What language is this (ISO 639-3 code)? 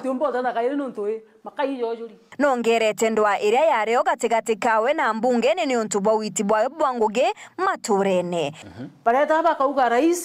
mer